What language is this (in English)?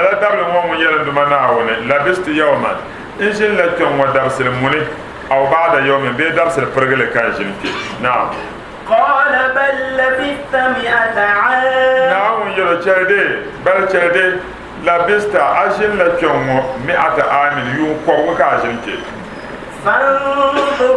Dagbani